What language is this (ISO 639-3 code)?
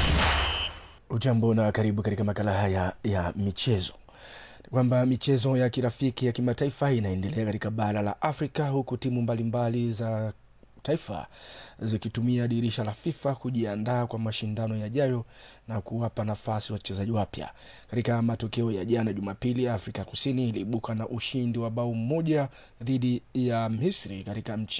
swa